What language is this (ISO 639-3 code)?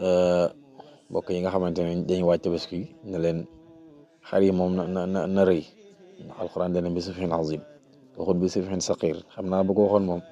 wol